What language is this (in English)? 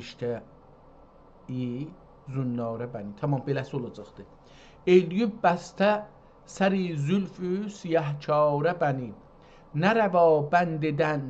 South Azerbaijani